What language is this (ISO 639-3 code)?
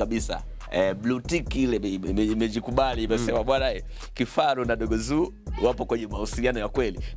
swa